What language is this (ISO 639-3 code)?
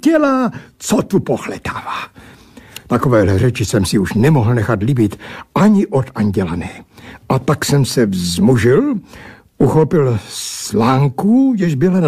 ces